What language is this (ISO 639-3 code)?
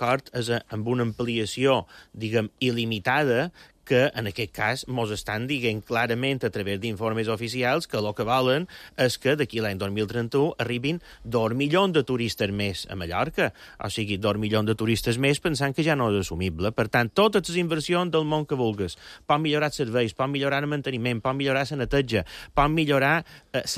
cat